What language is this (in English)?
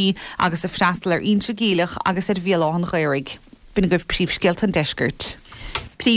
Irish